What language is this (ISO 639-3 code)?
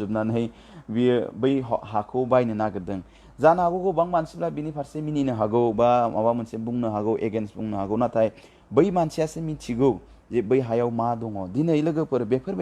brx